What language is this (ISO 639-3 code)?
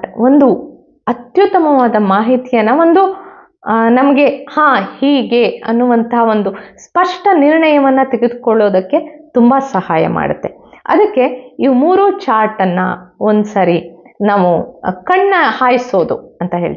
kan